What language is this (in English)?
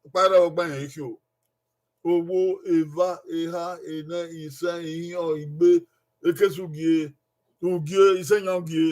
Bini